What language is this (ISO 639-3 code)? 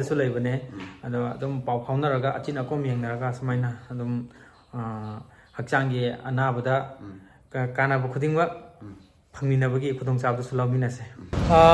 mni